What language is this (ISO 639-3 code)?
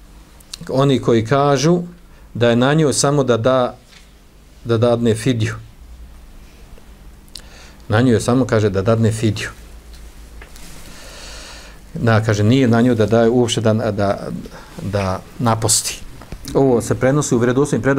bos